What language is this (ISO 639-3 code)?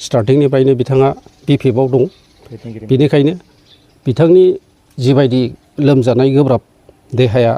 brx